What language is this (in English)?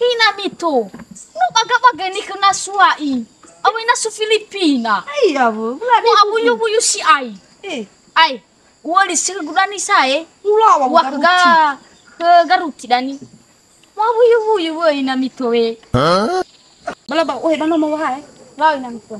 Nias